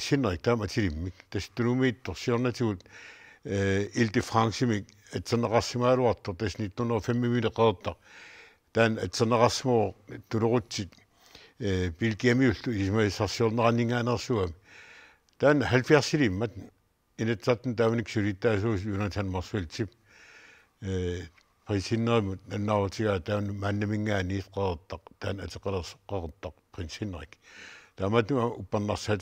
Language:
Kalaallisut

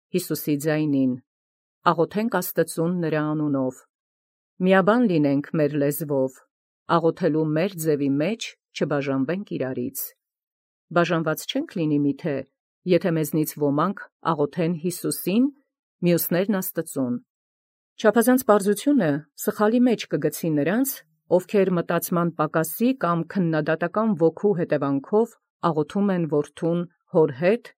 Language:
Armenian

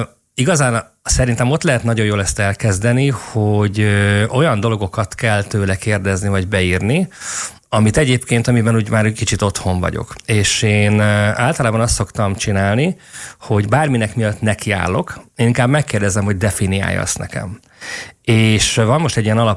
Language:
Hungarian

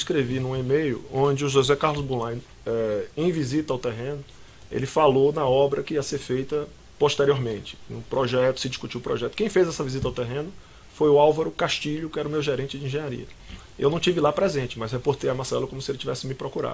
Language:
Portuguese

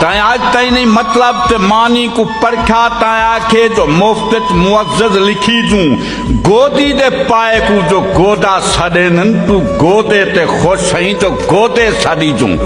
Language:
Saraiki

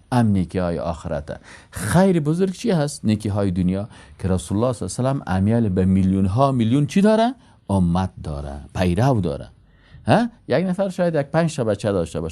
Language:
Persian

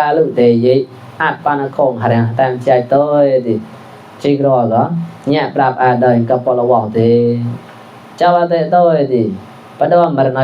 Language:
Mon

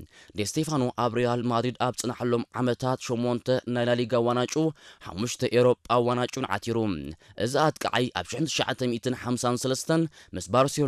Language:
Tigrinya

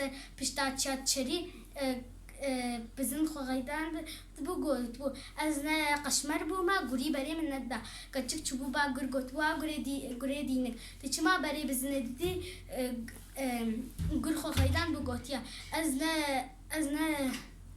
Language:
Kurdish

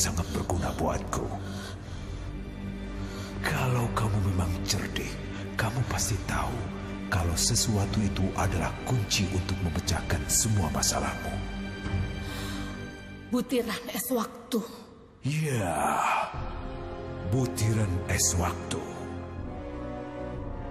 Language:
Indonesian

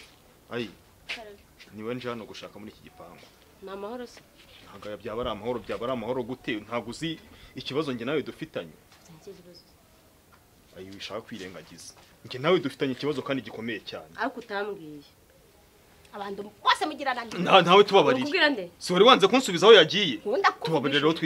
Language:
Kinyarwanda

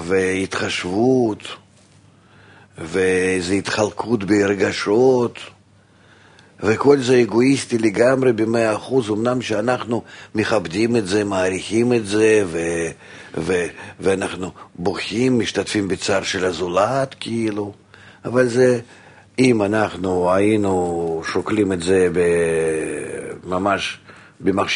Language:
Hebrew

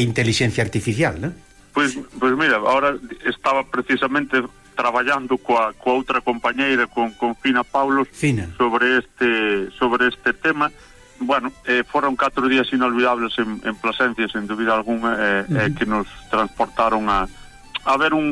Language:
Galician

